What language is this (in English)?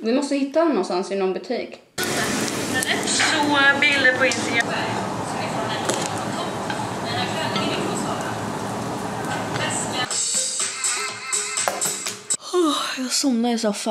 Swedish